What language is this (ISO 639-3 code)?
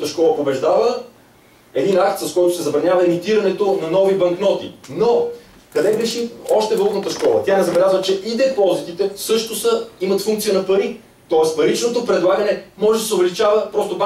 bul